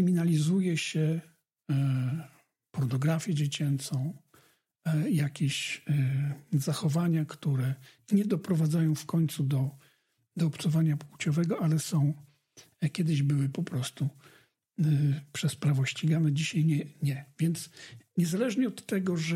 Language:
Polish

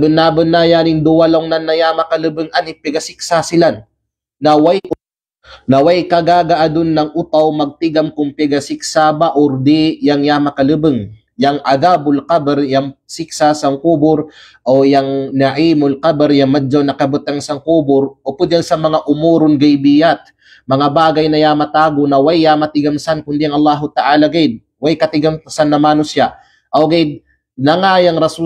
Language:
Kalagan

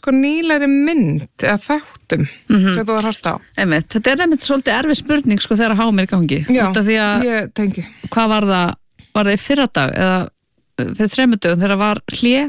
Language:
Icelandic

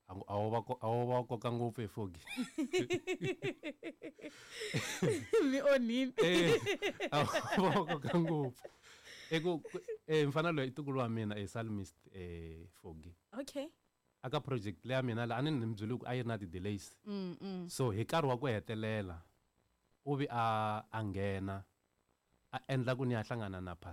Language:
Tsonga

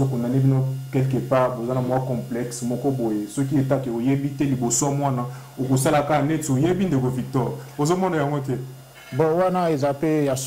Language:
Lingala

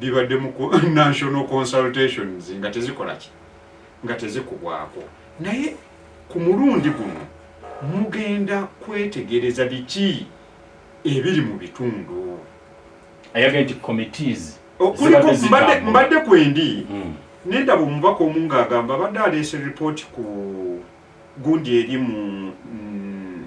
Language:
Ganda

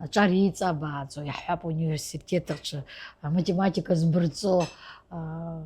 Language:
Abkhazian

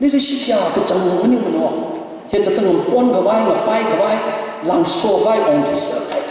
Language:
Tangkhul Naga (India)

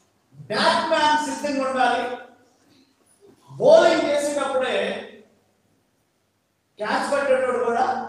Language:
Telugu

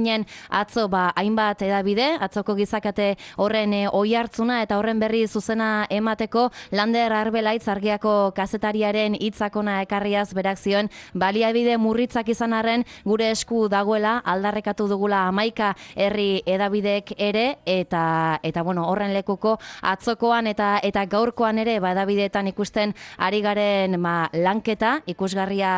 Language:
Basque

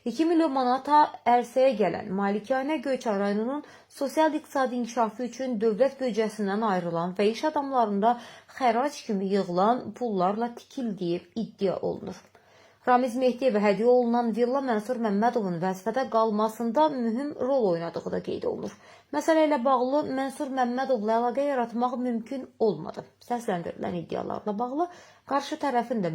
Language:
Azerbaijani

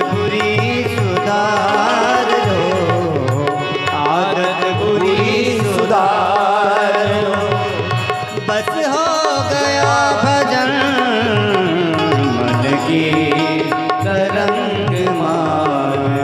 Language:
Hindi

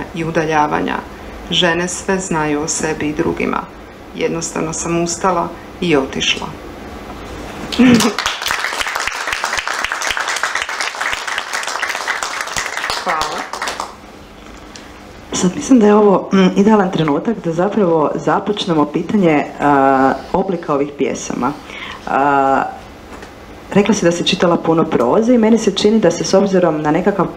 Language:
Croatian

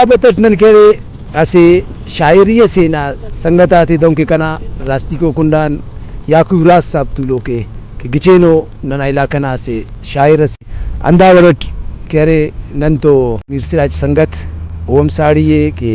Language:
Brahui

